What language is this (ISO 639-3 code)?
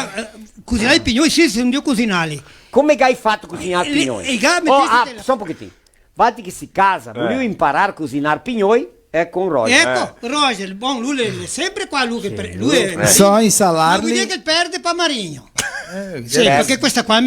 vec